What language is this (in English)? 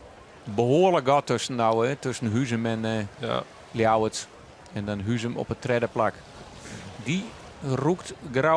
Western Frisian